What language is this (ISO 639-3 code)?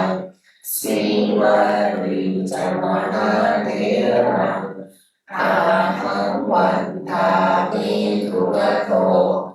pli